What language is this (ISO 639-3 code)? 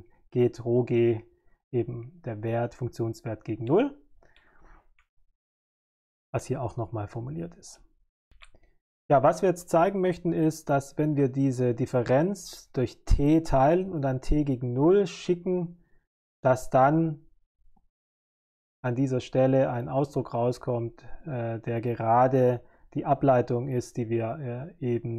deu